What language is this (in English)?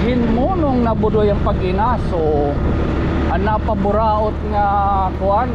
Waray